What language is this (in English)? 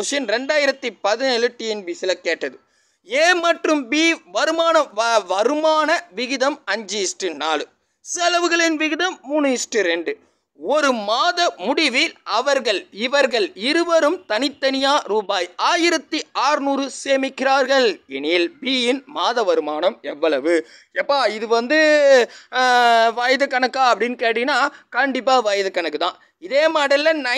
Tamil